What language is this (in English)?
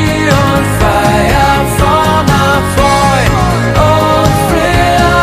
Bavarian